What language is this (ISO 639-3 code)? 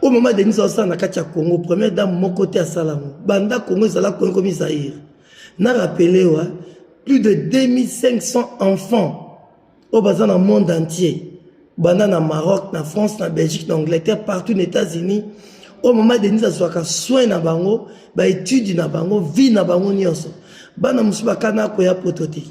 lin